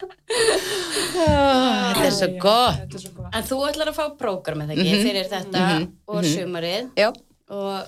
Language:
Icelandic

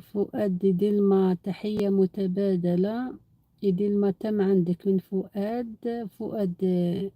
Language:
Algerian Arabic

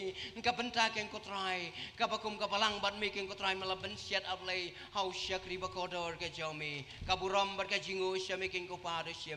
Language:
Khasi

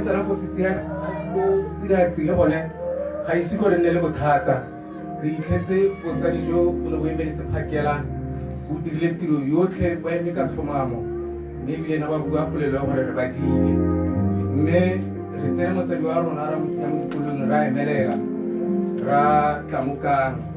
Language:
Tswana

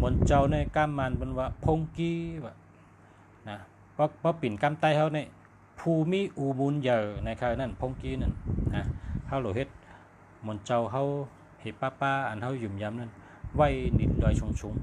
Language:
Shan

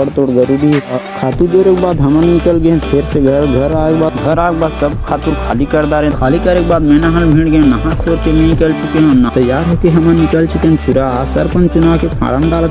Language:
Chhattisgarhi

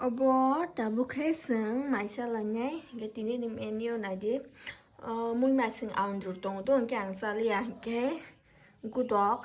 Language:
Kok Borok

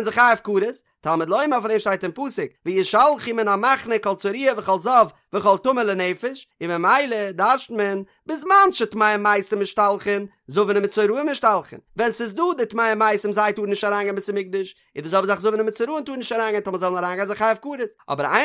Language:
Yiddish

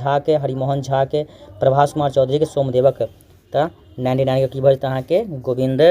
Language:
Maithili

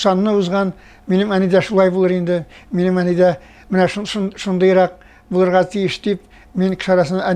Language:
Tatar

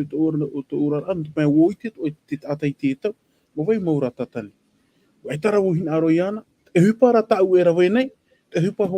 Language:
Tahitian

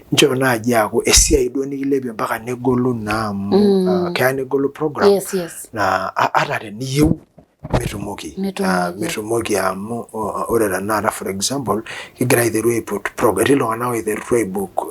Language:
Masai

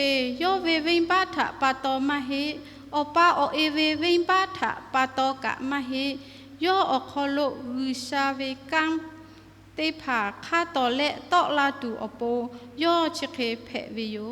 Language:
Lahu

